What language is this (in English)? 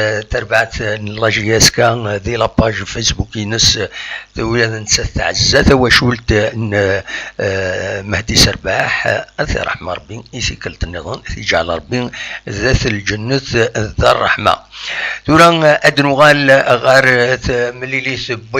Kabyle